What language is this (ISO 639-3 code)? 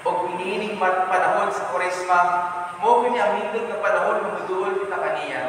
ceb